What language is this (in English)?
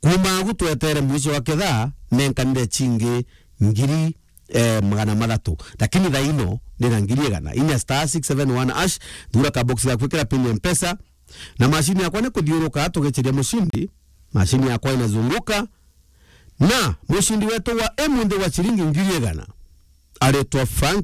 Meru